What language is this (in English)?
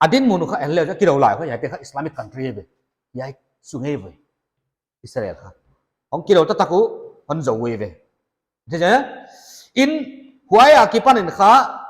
Paite Chin